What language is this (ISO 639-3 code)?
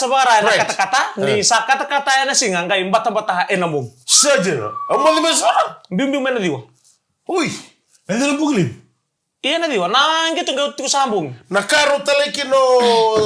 fij